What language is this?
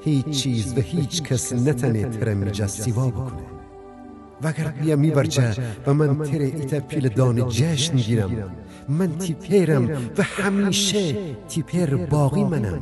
Gilaki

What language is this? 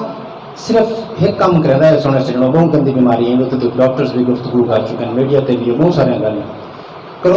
Saraiki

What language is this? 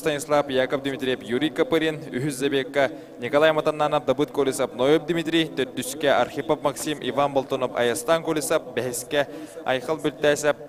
Yakut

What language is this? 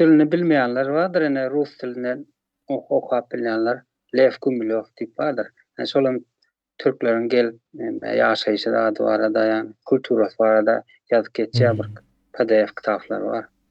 Turkmen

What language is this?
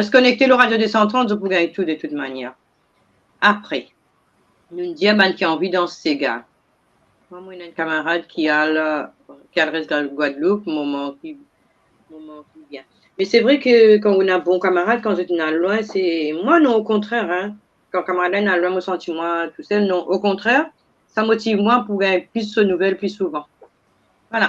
Morisyen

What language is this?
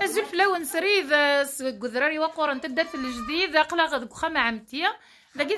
Kabyle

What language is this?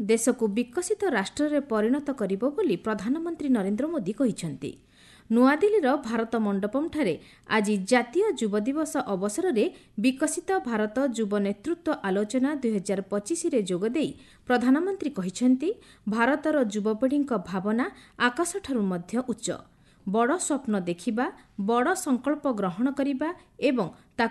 Odia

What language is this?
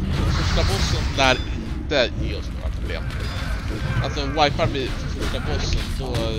Swedish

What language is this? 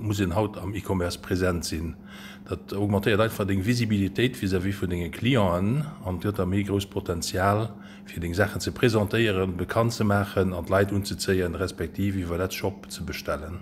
Luxembourgish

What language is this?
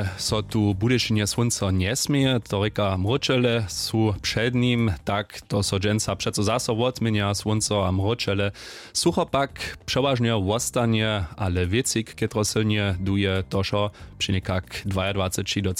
Upper Sorbian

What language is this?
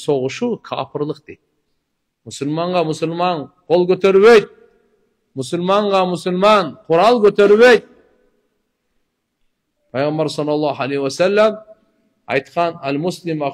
Kyrgyz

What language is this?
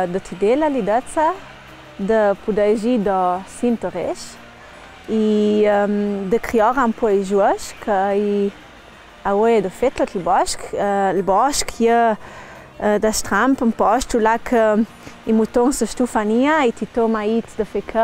Ladin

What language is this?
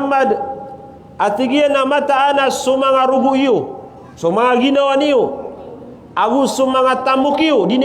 Maranao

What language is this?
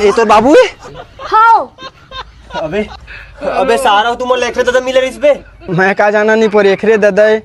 Chhattisgarhi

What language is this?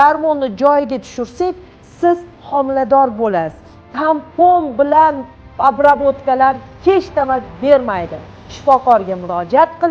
Uzbek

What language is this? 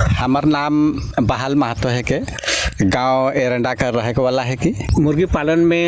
Sadri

